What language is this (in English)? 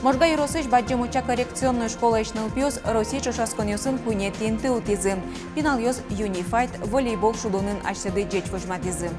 Udmurt